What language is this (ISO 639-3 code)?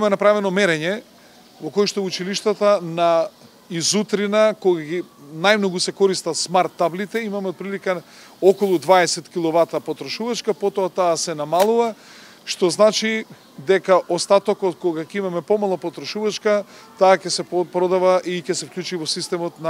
mkd